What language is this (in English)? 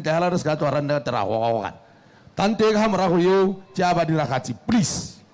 Tswana